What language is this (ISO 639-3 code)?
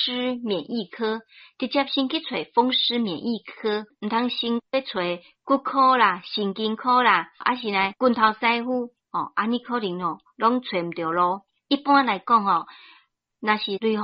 nan